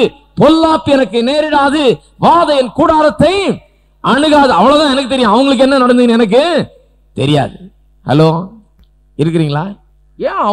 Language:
Tamil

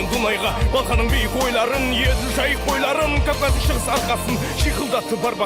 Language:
Kara-Kalpak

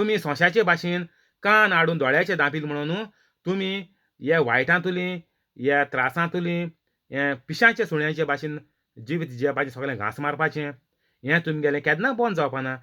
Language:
Konkani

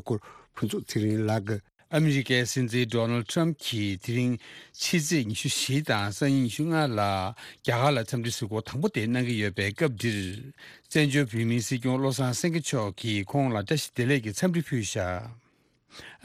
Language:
Tibetan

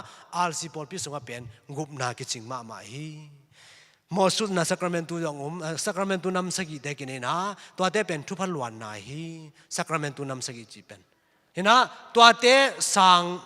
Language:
Tedim Chin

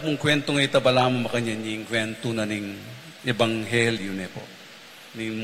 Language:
Pampanga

